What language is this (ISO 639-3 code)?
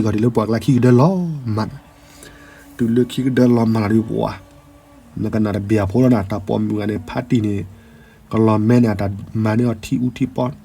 ksw